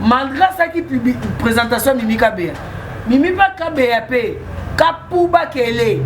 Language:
Lingala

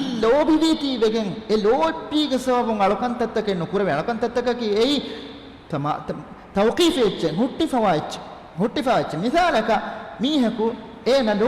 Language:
Divehi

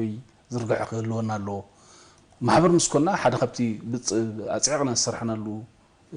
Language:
Tigrinya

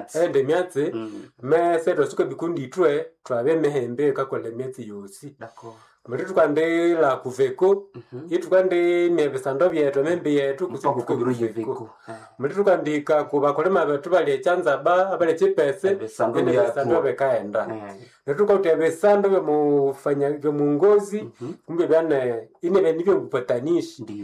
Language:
Swahili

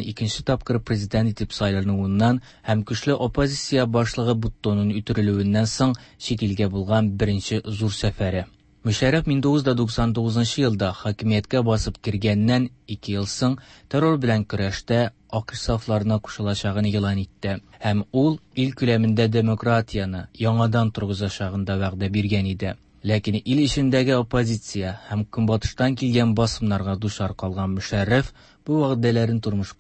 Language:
Tatar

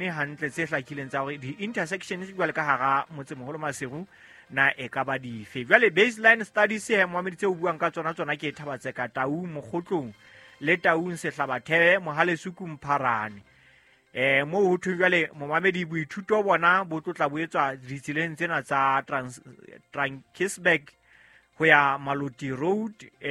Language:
Southern Sotho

